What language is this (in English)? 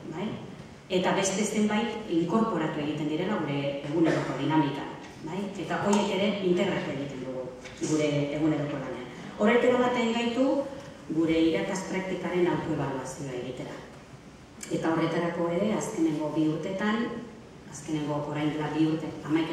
Basque